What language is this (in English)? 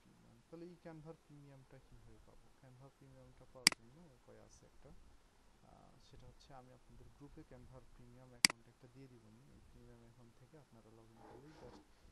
Bangla